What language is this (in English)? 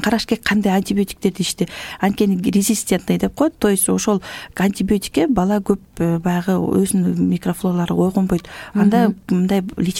Kyrgyz